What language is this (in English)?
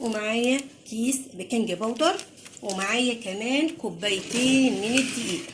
Egyptian Arabic